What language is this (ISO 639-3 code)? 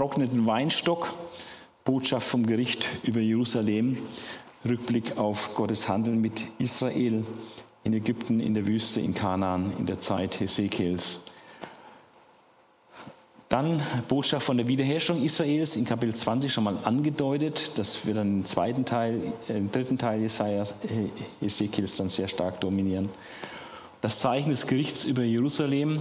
deu